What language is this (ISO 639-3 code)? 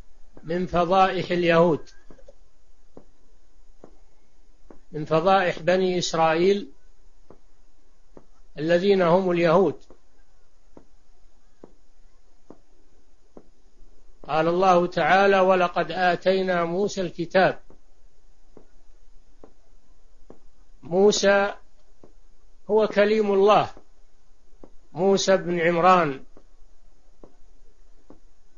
ara